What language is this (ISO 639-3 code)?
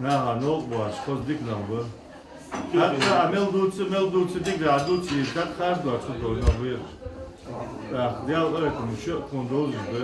inh